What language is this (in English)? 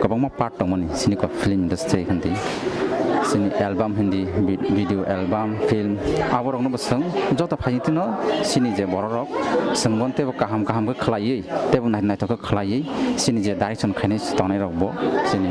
Kok Borok